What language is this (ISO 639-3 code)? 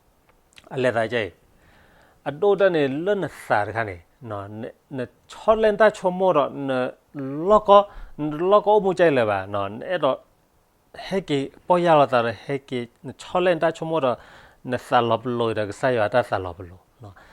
ksw